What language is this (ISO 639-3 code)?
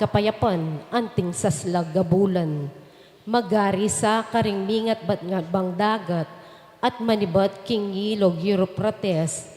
pam